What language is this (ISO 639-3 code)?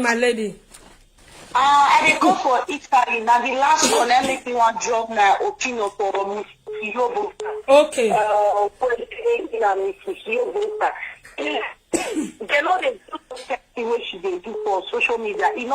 pcm